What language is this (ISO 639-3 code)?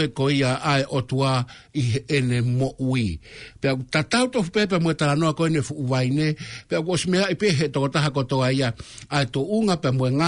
ton